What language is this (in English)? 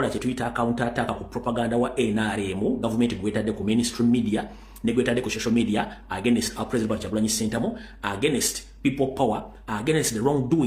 Ganda